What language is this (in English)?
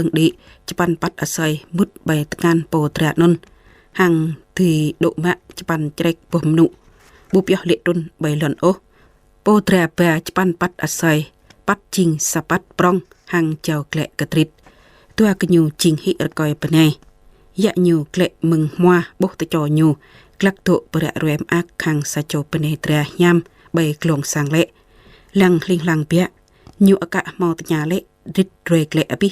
Jarai